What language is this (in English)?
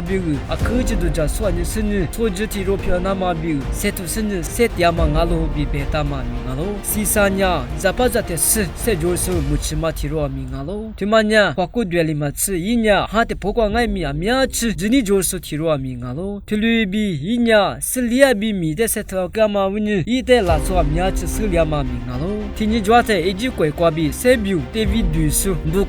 Lisu